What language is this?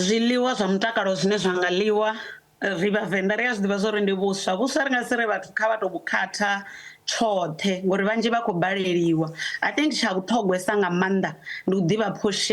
Venda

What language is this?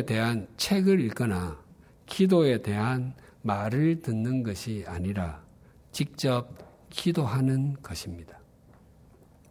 Korean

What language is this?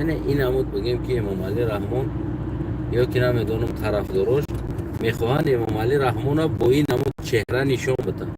Tajik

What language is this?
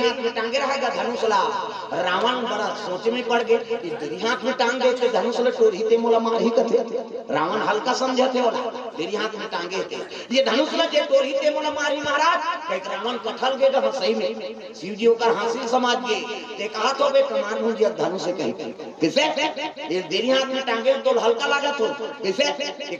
Chhattisgarhi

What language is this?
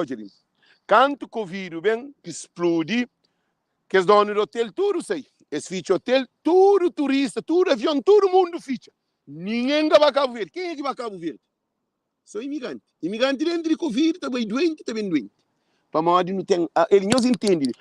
Kabuverdianu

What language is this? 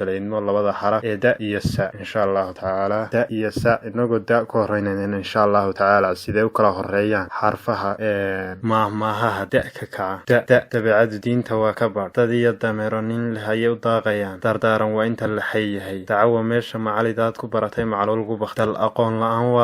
Somali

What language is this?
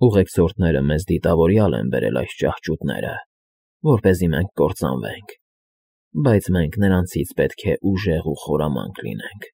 Armenian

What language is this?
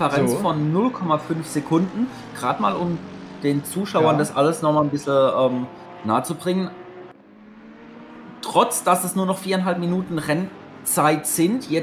German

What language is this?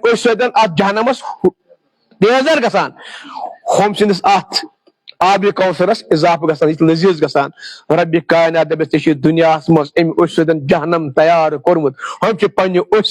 Kashmiri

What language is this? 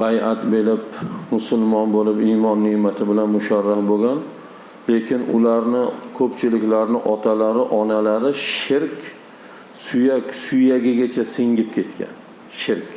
Uzbek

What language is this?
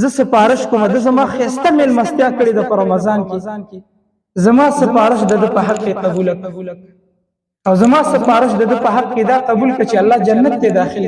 Pashto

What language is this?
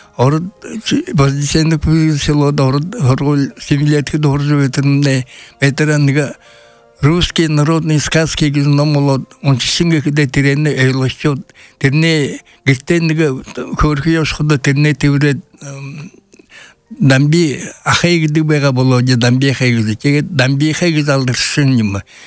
Buriat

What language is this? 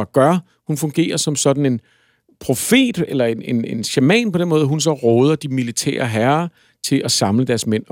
Danish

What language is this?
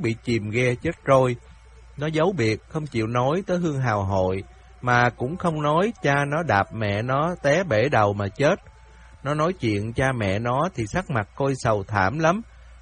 Vietnamese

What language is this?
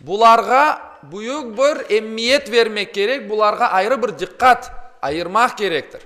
Crimean Tatar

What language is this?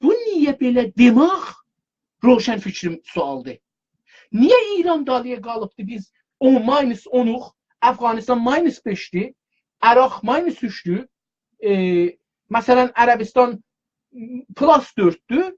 South Azerbaijani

